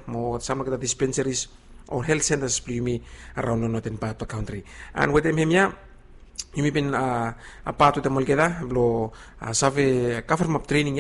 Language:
Bislama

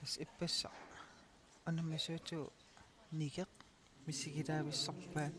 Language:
Kalaallisut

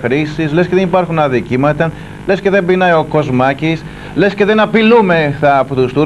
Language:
Greek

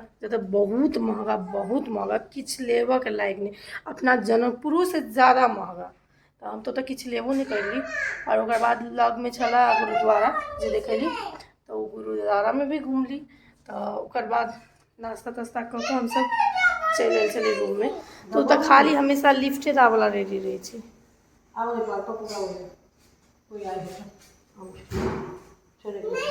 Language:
Maithili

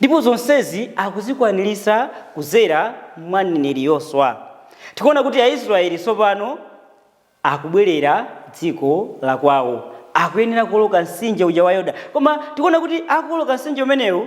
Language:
Nyanja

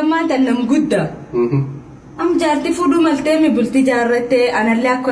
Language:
Oromo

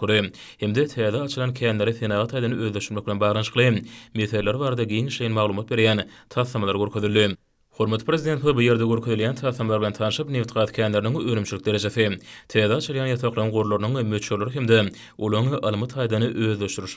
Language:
Turkmen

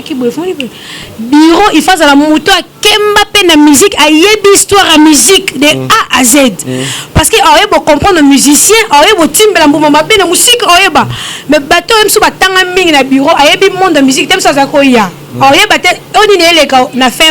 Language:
Lingala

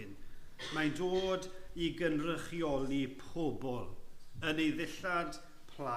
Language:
Welsh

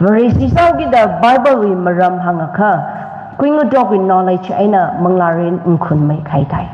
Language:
Tangkhul Naga (India)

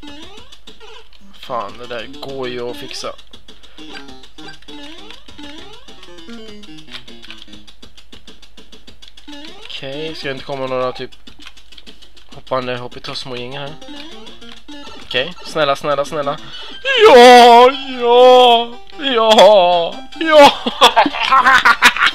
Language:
Swedish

